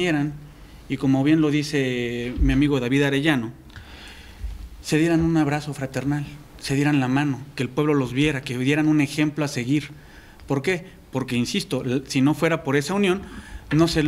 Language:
Spanish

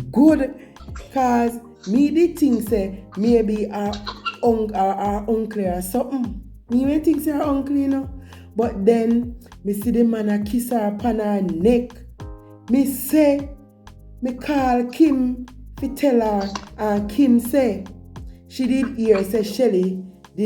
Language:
Jamaican Creole English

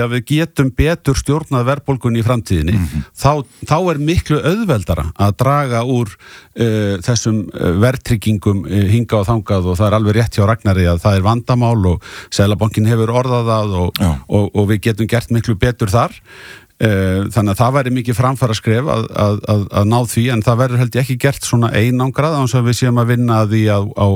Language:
Icelandic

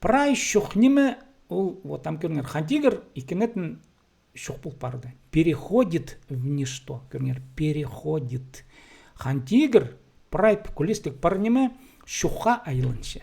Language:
Khakas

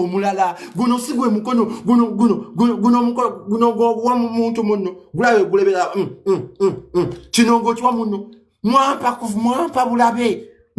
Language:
Ganda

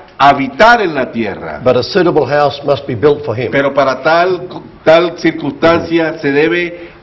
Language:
Spanish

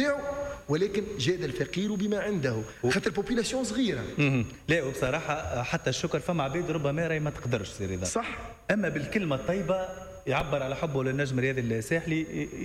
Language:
Tunisian Arabic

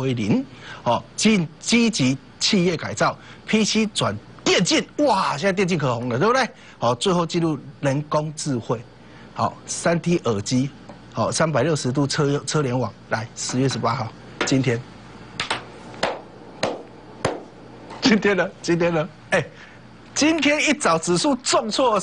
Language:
Chinese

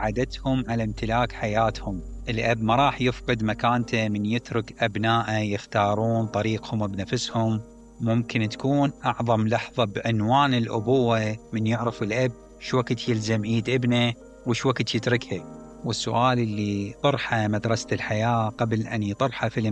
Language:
Mesopotamian Arabic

